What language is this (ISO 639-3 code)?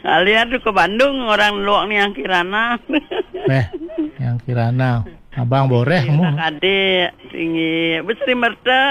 ban